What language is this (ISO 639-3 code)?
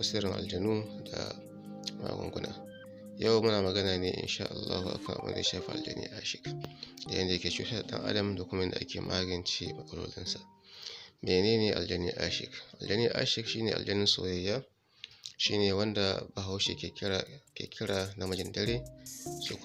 hau